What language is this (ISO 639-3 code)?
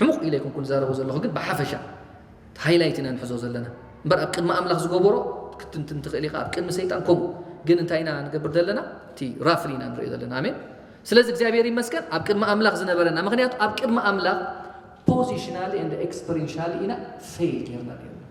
tir